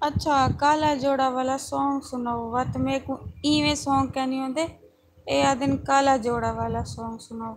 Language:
Saraiki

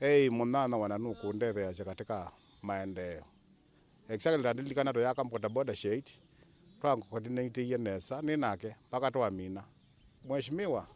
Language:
Kamba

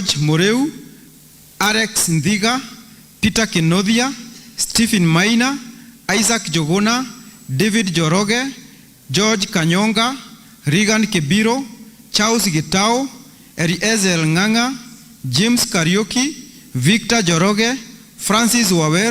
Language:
Kikuyu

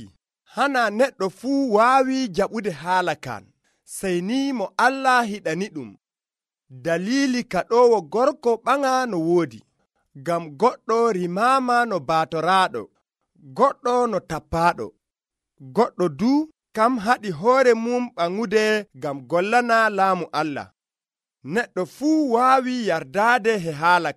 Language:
Nigerian Fulfulde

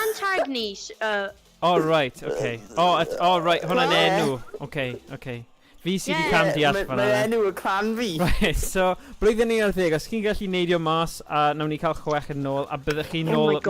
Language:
Welsh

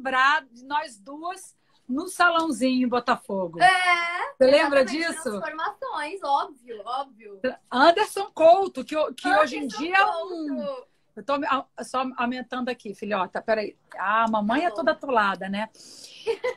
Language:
Portuguese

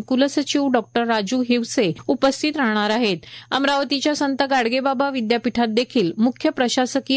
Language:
Marathi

